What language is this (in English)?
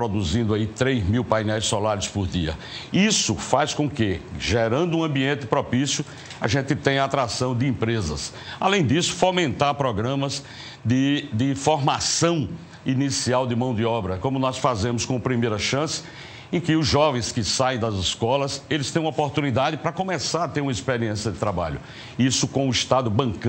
Portuguese